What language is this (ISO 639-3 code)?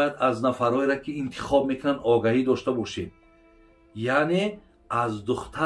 tgk